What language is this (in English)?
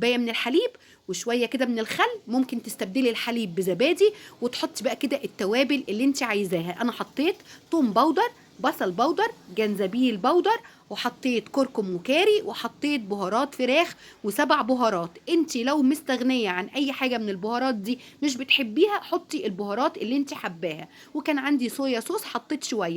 Egyptian Arabic